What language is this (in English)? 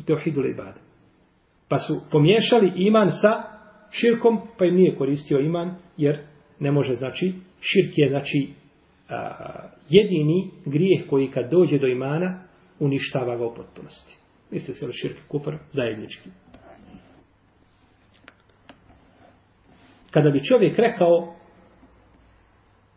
Bosnian